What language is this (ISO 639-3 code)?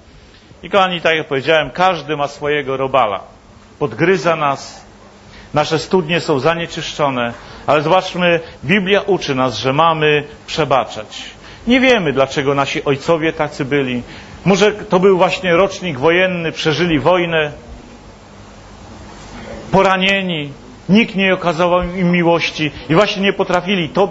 pol